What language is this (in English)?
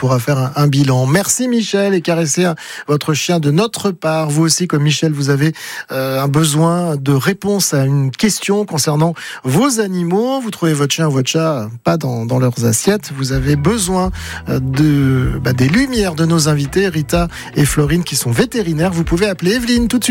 French